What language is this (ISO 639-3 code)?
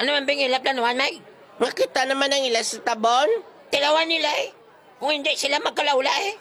hil